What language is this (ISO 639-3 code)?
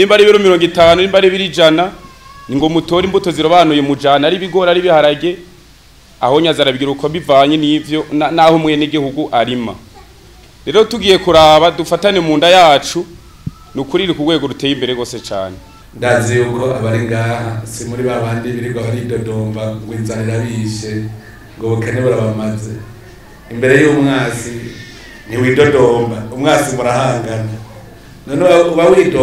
run